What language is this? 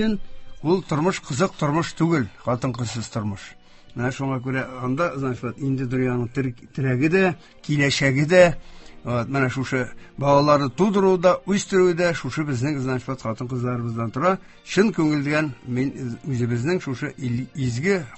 Tatar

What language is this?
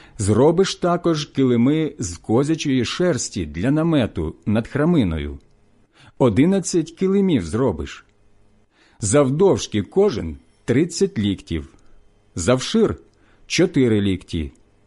Ukrainian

